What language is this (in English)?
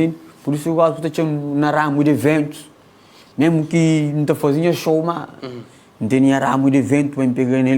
Kabuverdianu